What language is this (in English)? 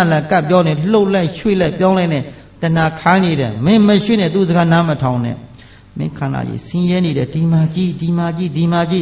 Burmese